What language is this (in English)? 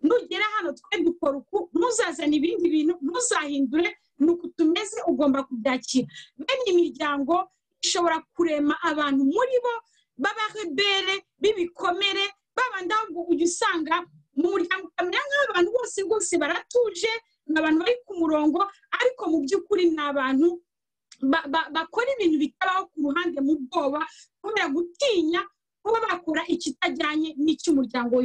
Kinyarwanda